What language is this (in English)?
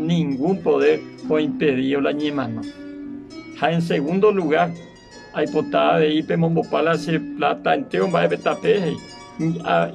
Guarani